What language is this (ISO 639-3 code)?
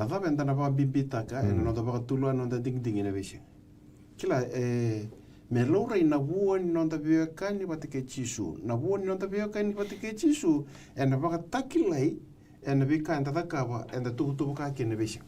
fij